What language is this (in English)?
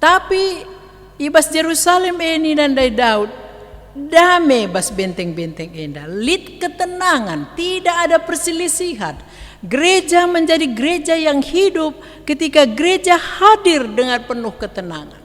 Batak Karo